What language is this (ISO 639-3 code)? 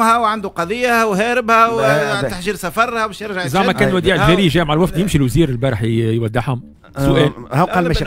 aeb